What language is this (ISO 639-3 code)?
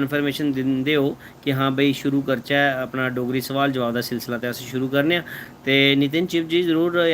doi